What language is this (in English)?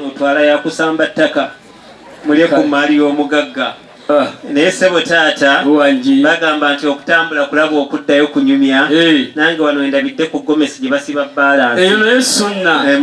Ganda